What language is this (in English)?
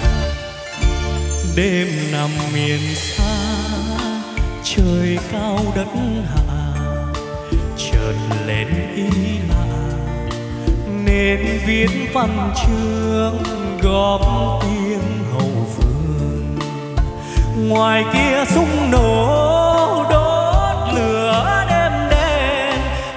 Vietnamese